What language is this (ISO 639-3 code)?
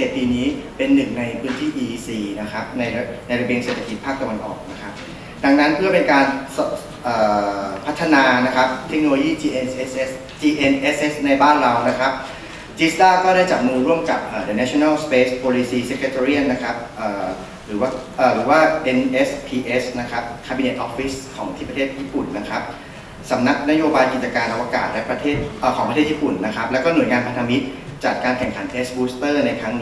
tha